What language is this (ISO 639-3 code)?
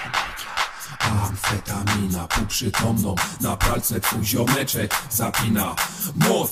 pol